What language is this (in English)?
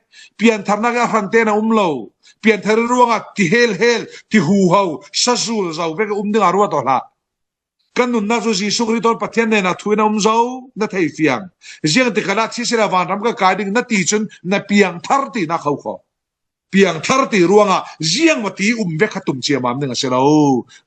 Falam Chin